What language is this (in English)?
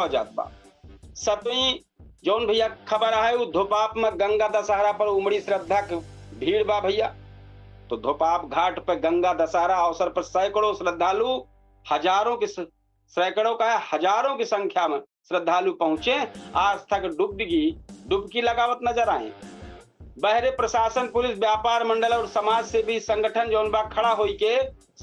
Awadhi